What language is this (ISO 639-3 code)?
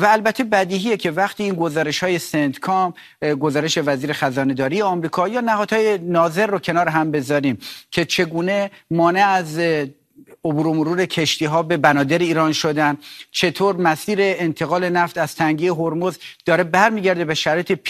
fas